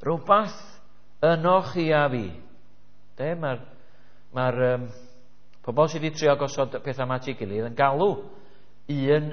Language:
Welsh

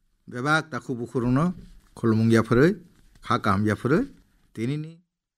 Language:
Kok Borok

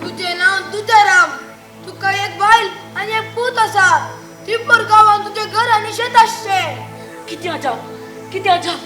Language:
Konkani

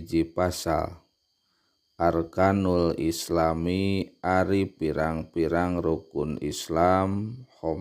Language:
Sundanese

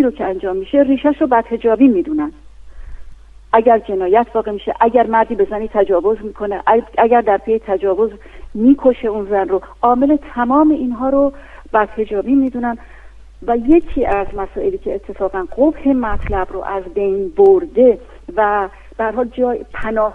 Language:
Persian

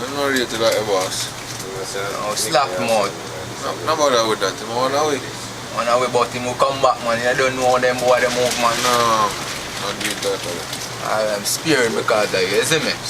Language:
Jamaican Creole English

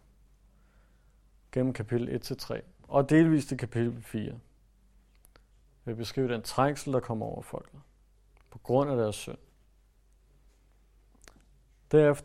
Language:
Danish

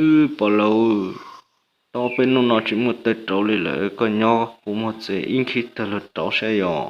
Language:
Hmong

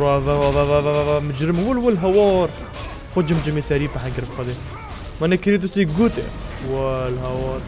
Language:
Kurdish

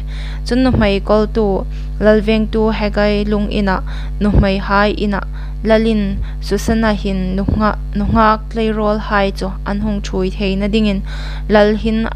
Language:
Hmar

